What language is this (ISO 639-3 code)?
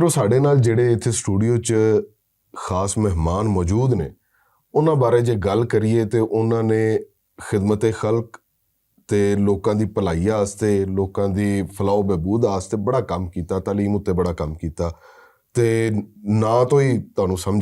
lah